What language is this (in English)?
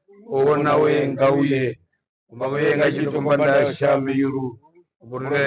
Herero